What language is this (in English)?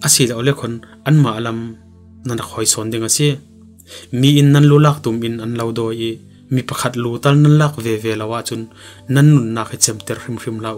Falam Chin